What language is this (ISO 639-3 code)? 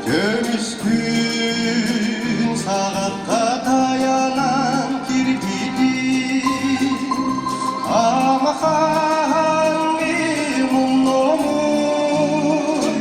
sah